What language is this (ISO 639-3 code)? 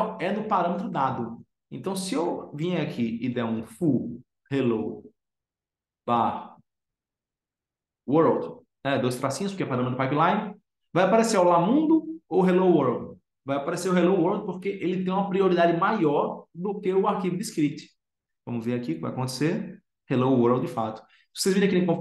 por